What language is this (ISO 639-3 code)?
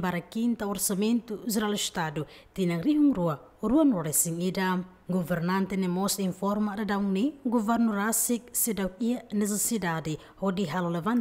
tet